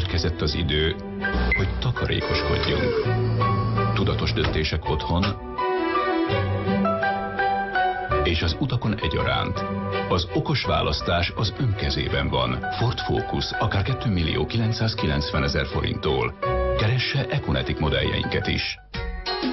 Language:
Hungarian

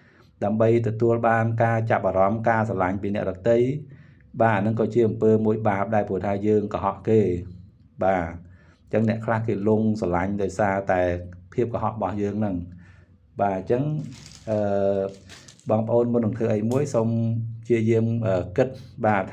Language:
Khmer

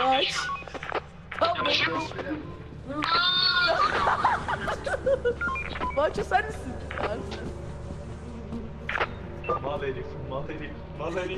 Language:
Turkish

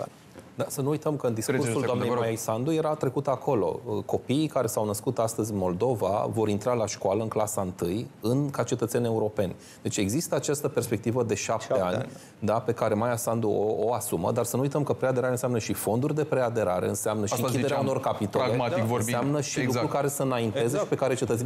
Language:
Romanian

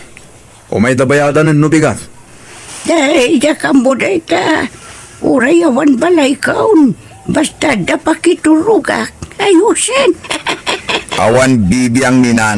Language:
Iloko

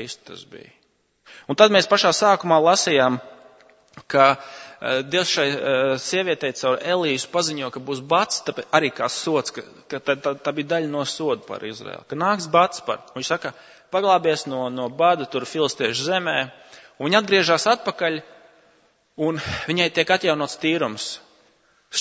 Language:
Latvian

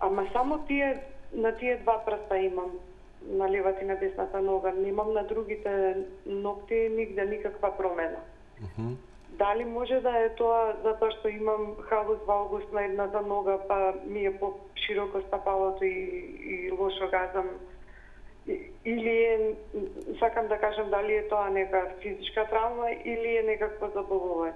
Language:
Macedonian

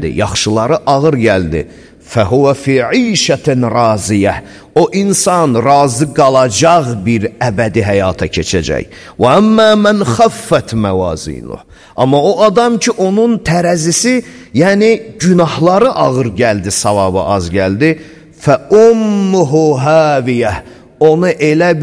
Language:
Azerbaijani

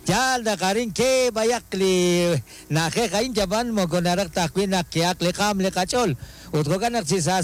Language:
Kekchí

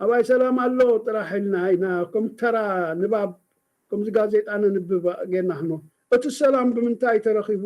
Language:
Tigrinya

